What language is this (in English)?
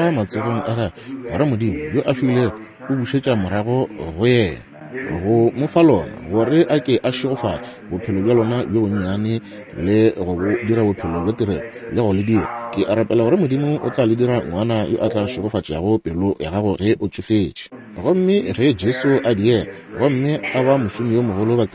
Northern Sotho